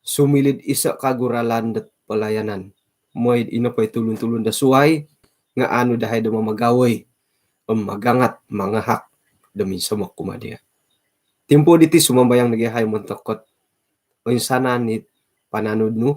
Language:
Central Dusun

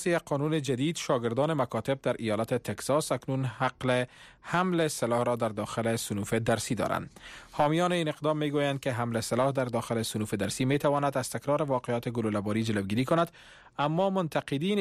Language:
Persian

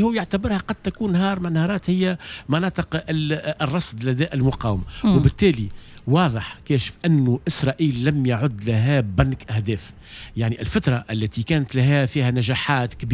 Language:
Tunisian Arabic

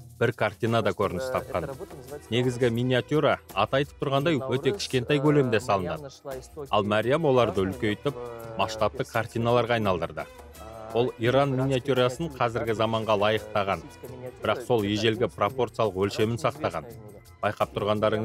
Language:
Kazakh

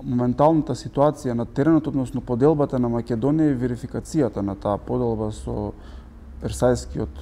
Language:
Macedonian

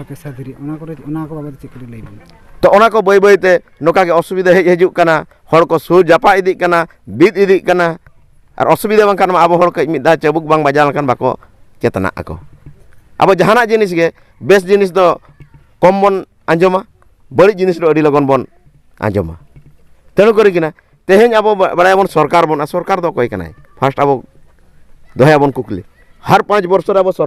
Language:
Santali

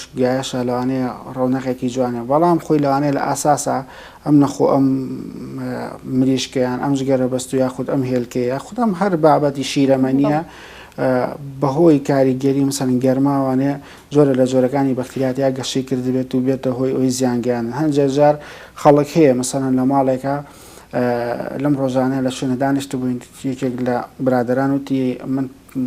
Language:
Central Kurdish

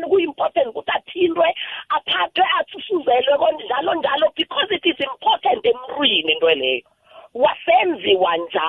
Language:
South Ndebele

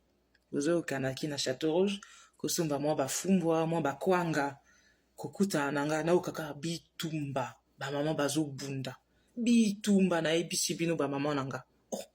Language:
Lingala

